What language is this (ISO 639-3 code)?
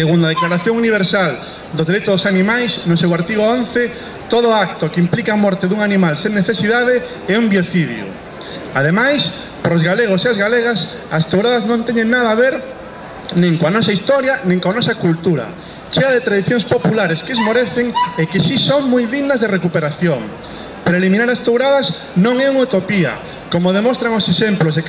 glg